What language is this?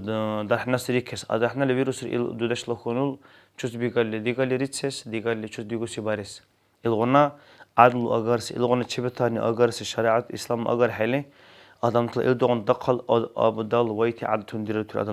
Dargwa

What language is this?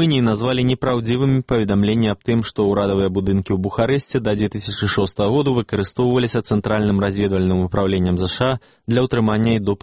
Belarusian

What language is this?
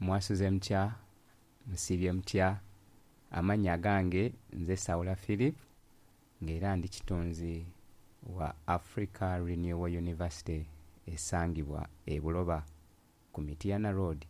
Ganda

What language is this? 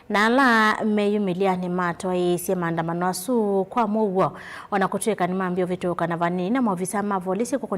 Kamba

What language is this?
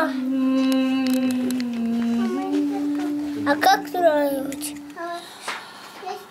Russian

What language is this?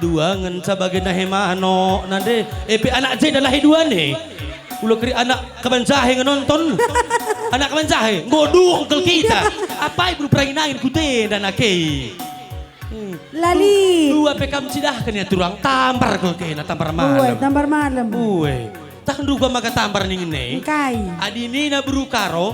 Batak Karo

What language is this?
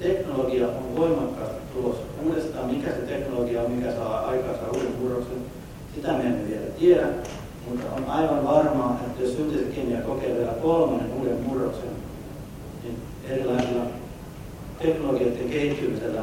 Finnish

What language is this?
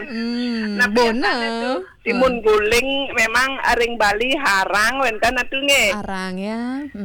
Balinese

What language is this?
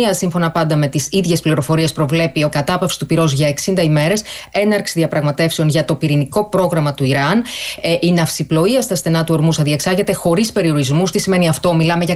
Greek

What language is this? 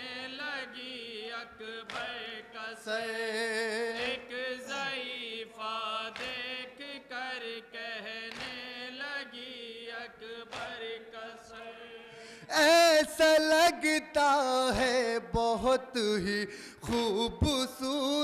Urdu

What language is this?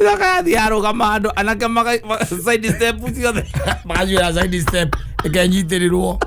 Kikuyu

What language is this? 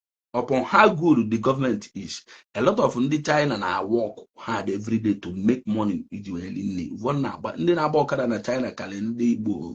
Igbo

